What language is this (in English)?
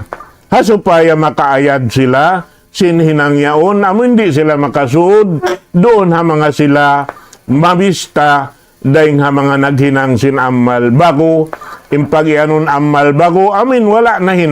Tausug